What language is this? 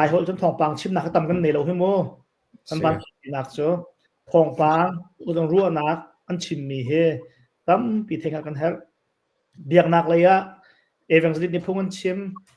Hakha Chin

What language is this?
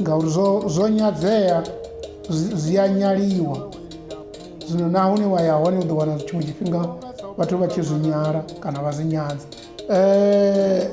Venda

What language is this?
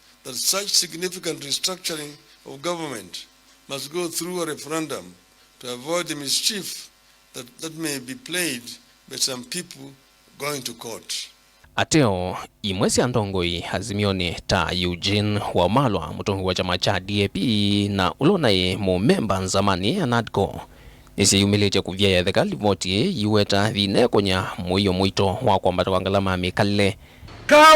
Kamba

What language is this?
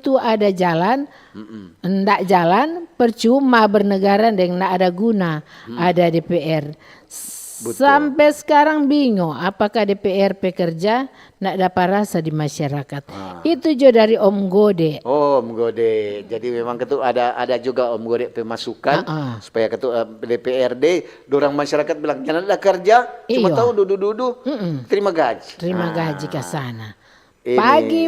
Manado Malay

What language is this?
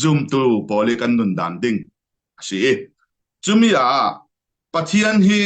Falam Chin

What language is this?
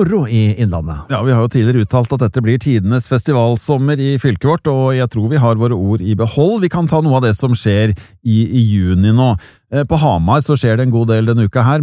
Norwegian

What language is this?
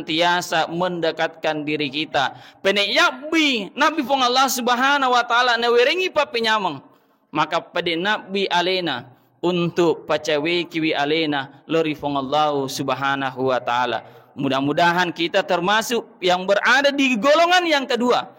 Buginese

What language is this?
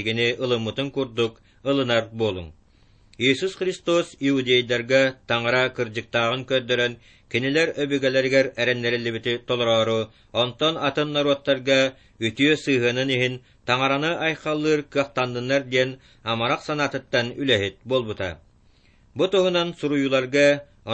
Yakut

